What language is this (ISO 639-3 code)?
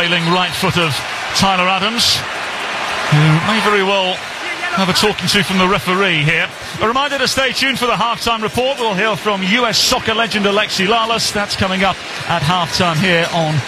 eng